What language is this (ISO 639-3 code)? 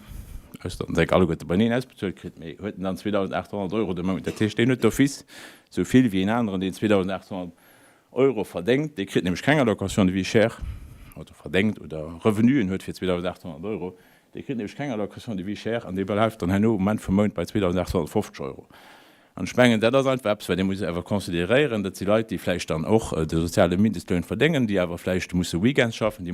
ltz